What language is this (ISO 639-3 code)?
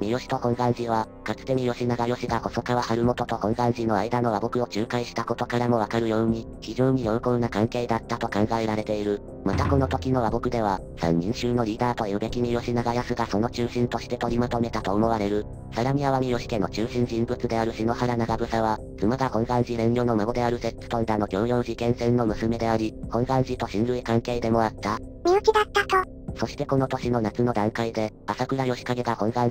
jpn